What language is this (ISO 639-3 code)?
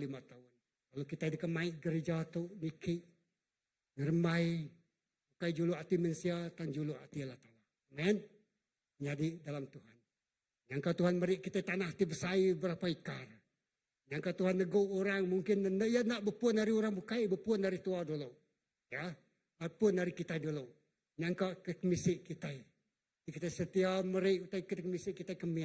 iba